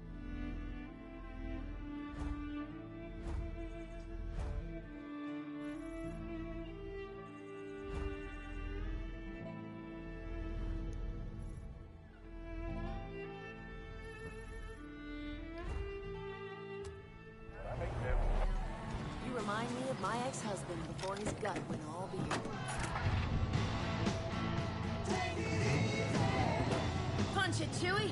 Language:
English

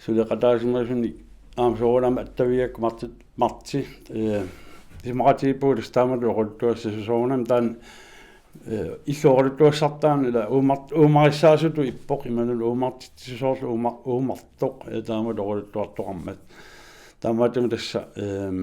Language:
Kalaallisut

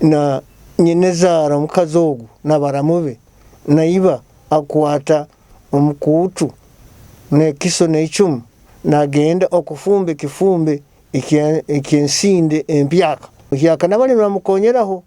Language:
Nyoro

